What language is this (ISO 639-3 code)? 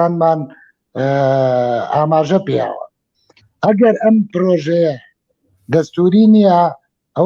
ckb